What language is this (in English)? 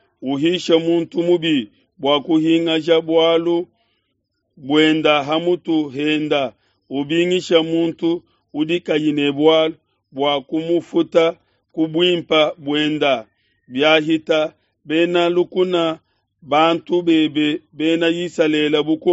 Luba-Lulua